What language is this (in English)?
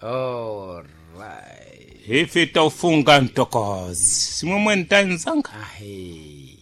Sena